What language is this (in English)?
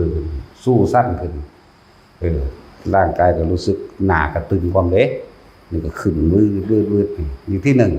Northeastern Thai